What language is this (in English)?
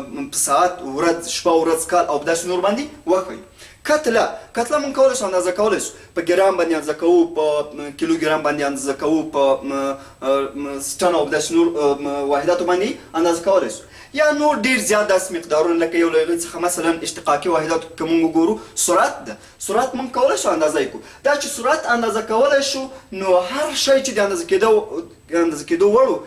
Pashto